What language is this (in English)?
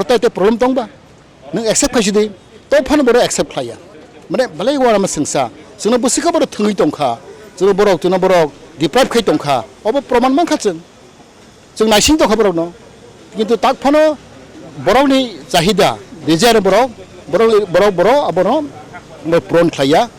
Kok Borok